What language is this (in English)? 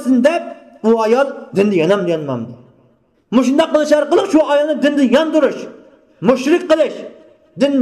Uyghur